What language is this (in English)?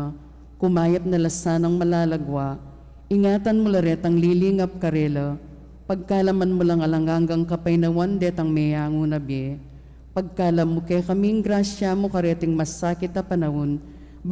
Pampanga